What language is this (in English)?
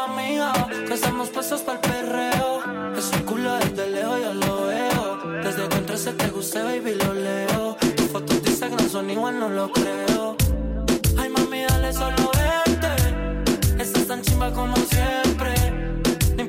Spanish